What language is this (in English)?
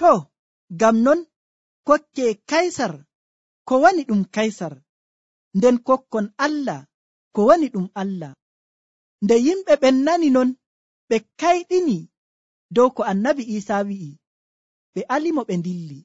Nigerian Fulfulde